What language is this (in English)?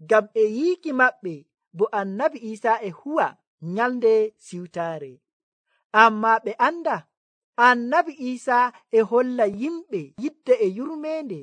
Nigerian Fulfulde